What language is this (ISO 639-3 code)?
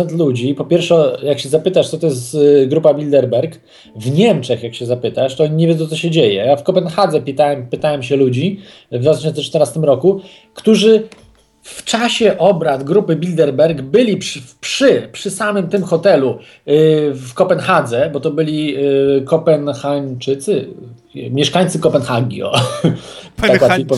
pol